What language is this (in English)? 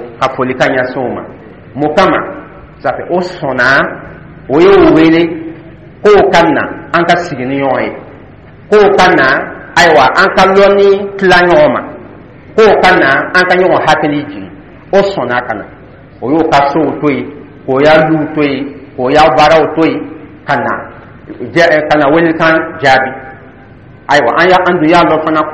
Dyula